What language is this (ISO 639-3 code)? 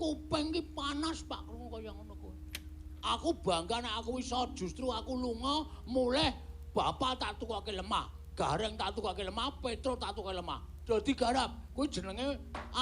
jav